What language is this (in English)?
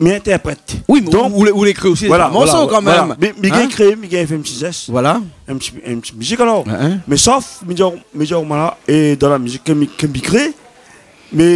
Réunion Creole French